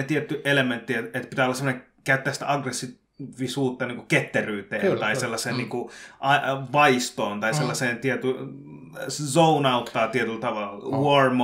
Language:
Finnish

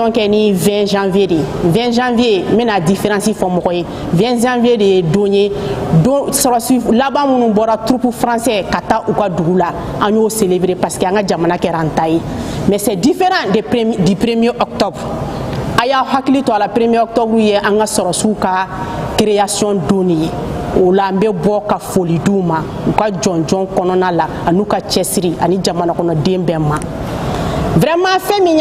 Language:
Bambara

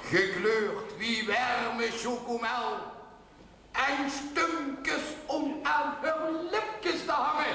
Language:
Limburgish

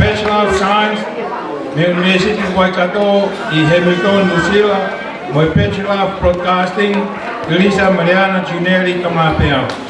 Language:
Tongan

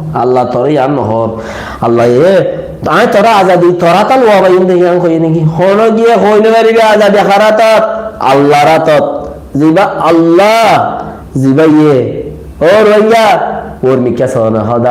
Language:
Rohingya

